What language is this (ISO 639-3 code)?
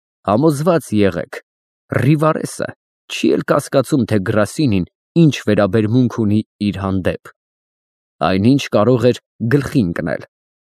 hye